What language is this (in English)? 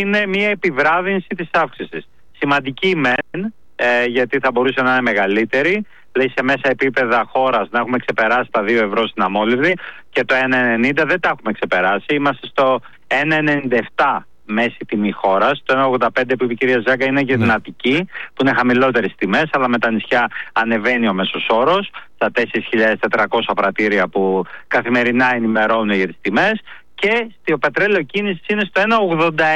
Greek